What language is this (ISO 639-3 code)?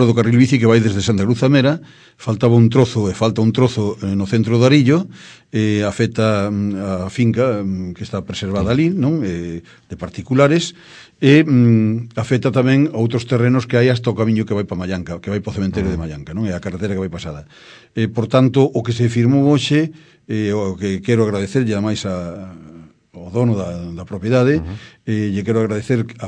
glg